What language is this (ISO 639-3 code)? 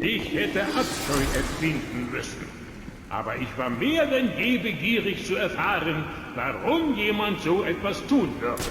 bar